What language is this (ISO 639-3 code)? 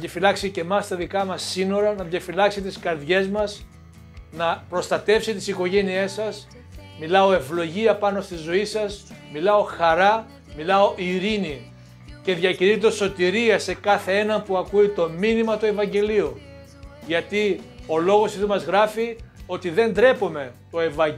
ell